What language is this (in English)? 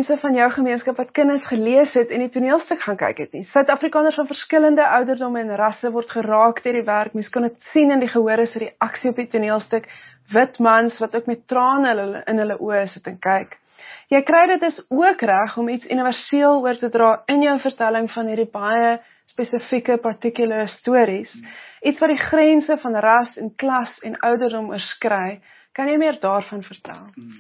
Afrikaans